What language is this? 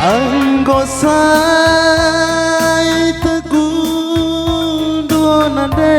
Batak Karo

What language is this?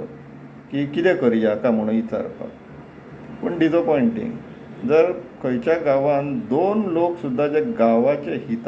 Konkani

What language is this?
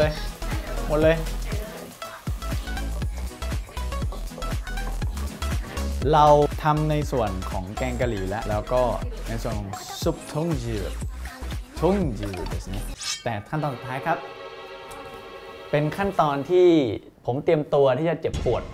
Thai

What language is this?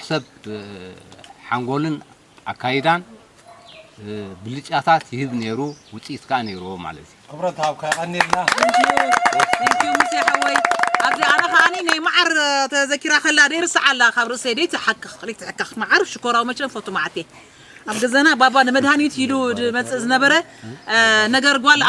Tigrinya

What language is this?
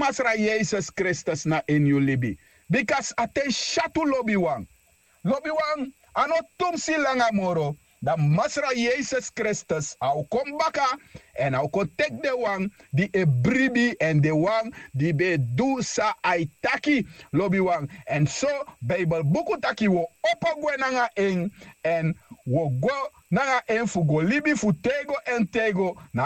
Sranan Tongo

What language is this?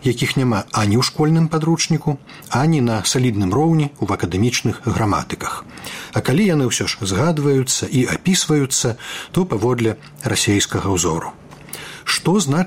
Belarusian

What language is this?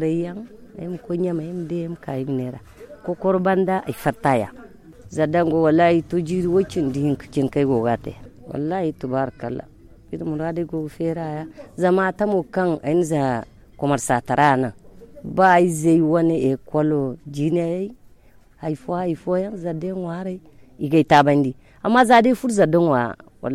Zarma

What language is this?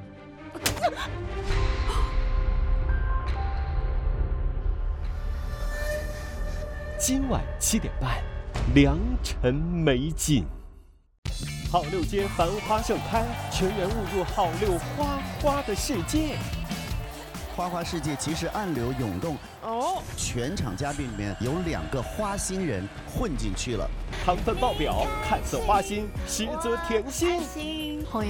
Chinese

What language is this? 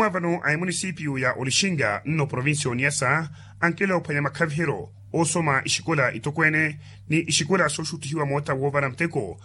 Makhuwa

